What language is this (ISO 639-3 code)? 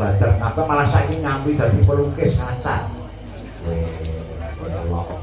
jav